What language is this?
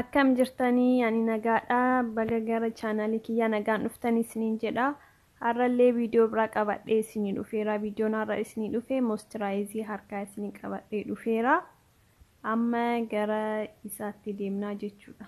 Oromo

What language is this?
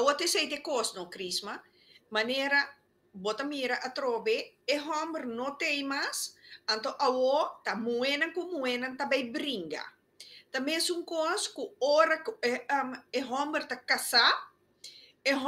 Papiamento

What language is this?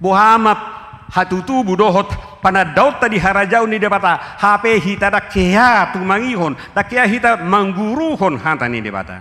Batak Toba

